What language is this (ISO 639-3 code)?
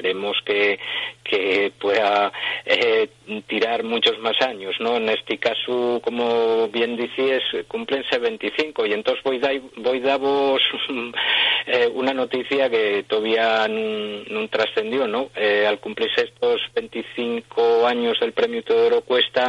ast